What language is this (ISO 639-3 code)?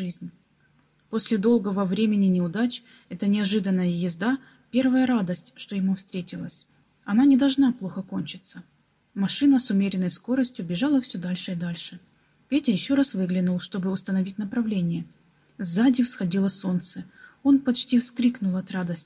rus